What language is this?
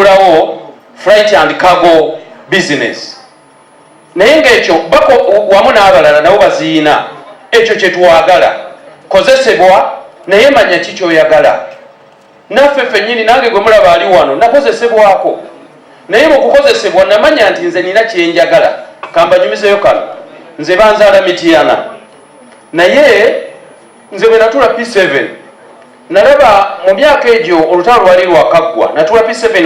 Ganda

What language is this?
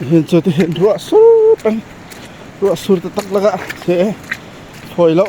Hakha Chin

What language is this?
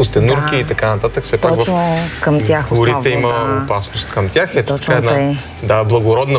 Bulgarian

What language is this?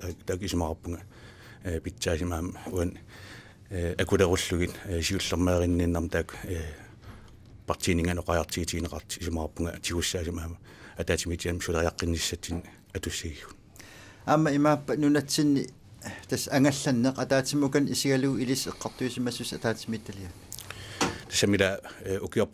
Kalaallisut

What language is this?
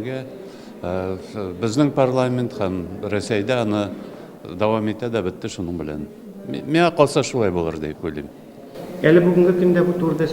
Tatar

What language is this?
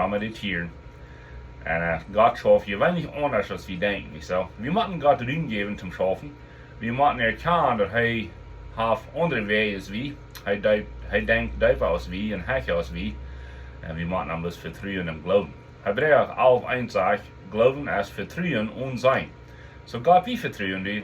Plautdietsch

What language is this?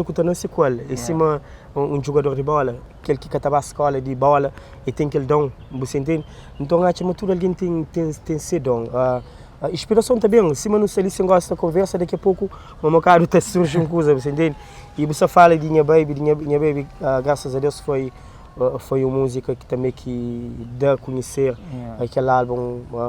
Kabuverdianu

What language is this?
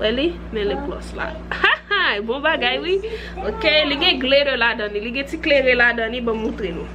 Haitian Creole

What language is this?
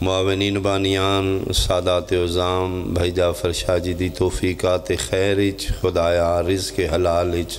Pahari-Potwari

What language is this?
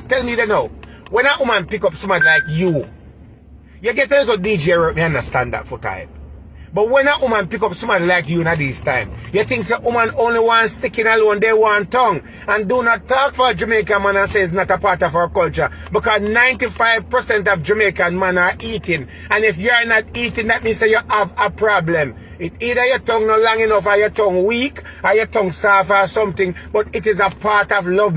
Jamaican Creole English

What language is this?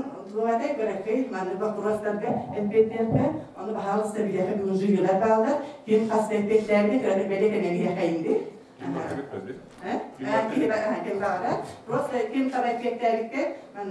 Yakut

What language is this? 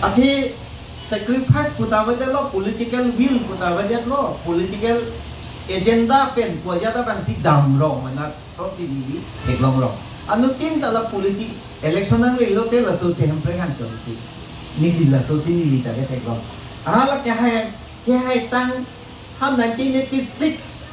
Karbi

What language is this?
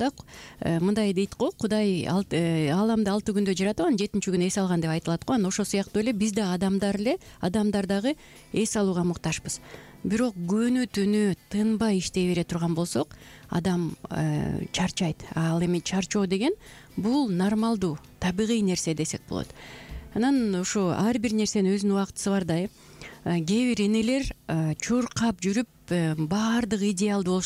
Kyrgyz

